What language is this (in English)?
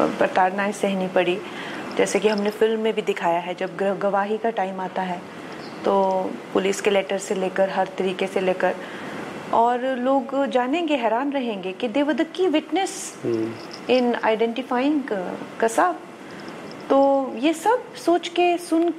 Hindi